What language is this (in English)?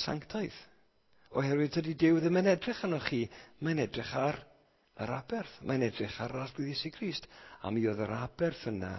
Welsh